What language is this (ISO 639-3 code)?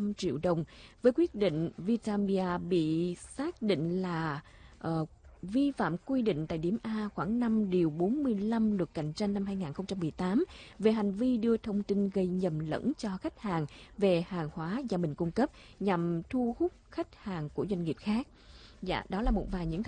vie